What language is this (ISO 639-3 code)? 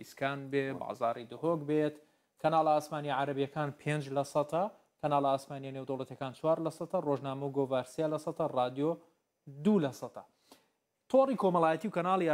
ckb